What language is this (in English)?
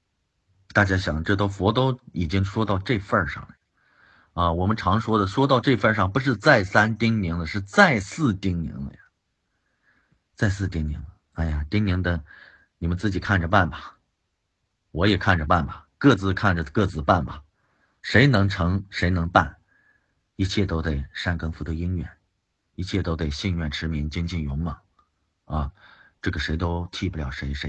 Chinese